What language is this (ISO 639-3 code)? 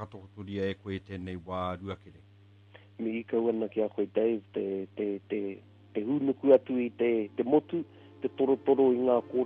mri